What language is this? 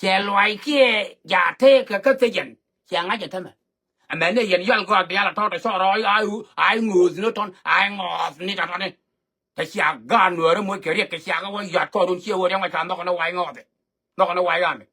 Nuer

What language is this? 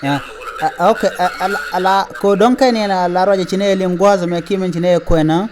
Nuer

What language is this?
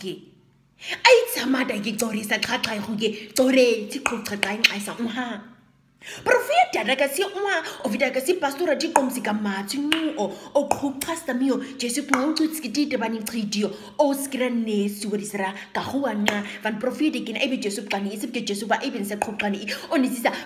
Nama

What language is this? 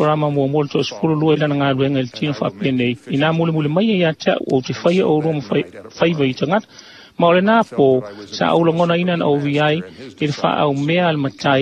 Samoan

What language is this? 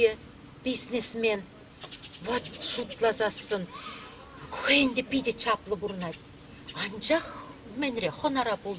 Chuvash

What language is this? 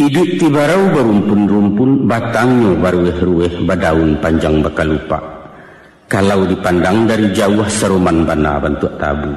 Minangkabau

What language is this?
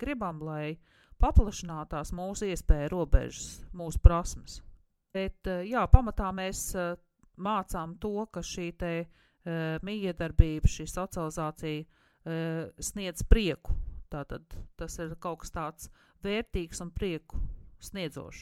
Latvian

